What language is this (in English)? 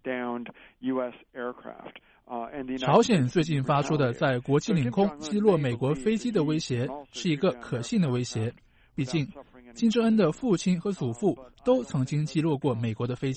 Chinese